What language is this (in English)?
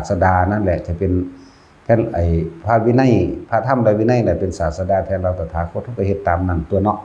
Northeastern Thai